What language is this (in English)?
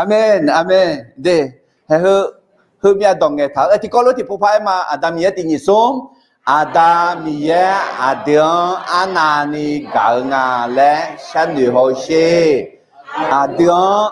Akha